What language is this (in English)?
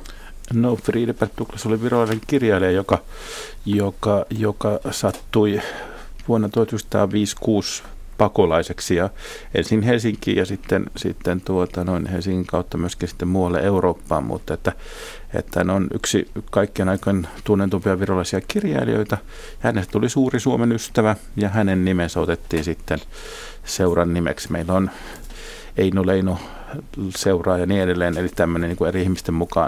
Finnish